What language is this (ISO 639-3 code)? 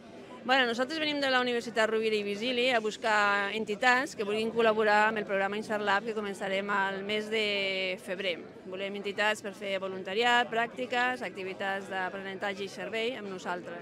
cat